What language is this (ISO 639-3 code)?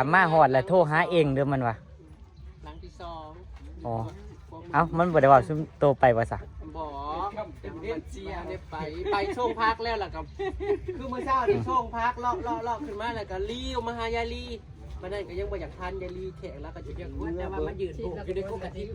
tts